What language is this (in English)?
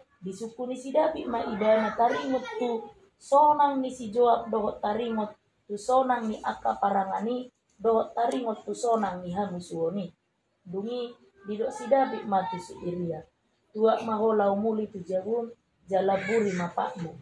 Batak Toba